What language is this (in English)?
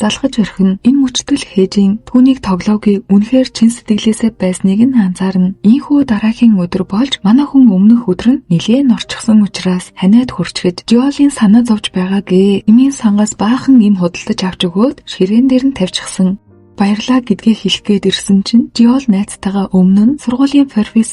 Mongolian